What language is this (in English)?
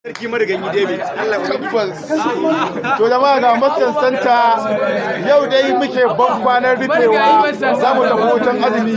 Hausa